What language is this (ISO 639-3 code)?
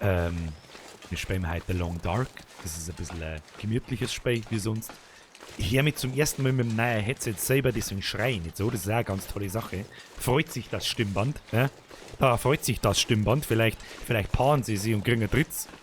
bar